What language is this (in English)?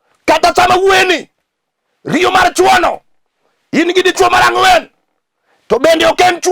Luo (Kenya and Tanzania)